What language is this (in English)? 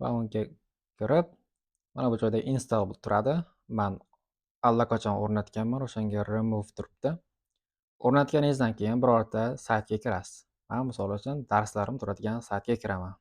Uzbek